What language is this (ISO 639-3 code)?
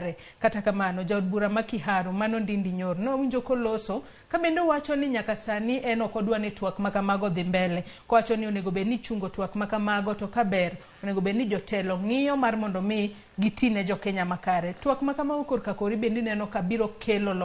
luo